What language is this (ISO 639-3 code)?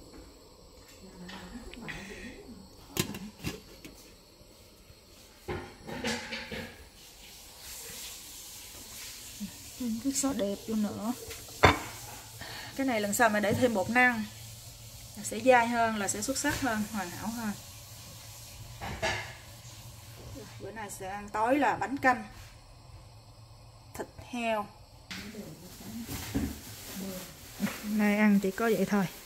vie